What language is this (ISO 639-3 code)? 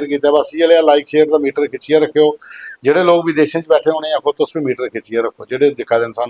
doi